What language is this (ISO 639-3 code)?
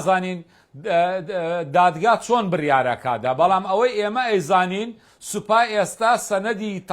ckb